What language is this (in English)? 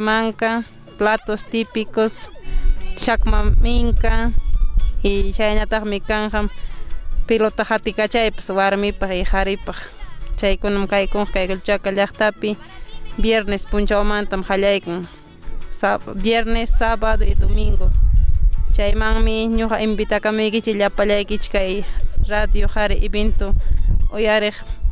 Ayacucho Quechua